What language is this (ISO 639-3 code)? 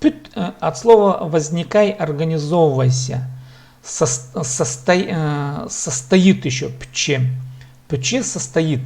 kjh